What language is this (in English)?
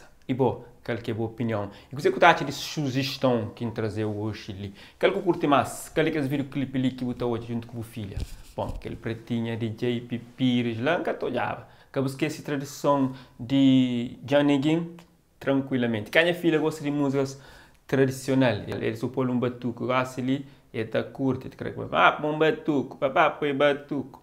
Kabuverdianu